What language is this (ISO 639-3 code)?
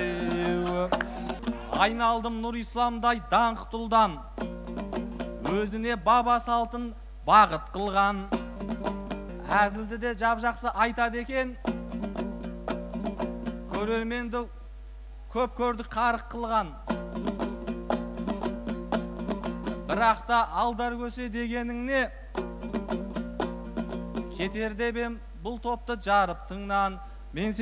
kaz